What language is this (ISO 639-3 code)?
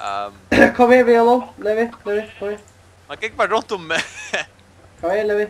fao